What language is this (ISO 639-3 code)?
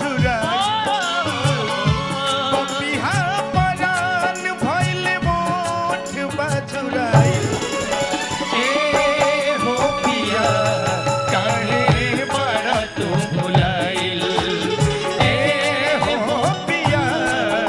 bho